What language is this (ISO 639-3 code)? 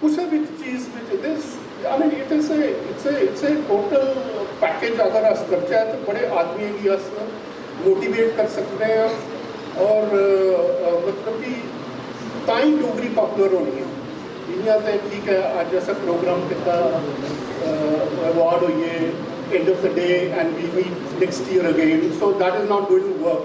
doi